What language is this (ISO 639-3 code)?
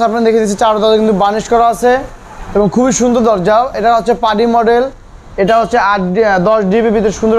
ben